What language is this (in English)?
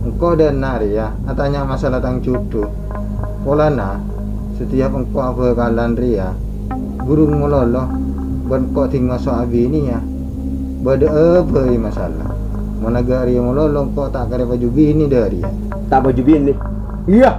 Madurese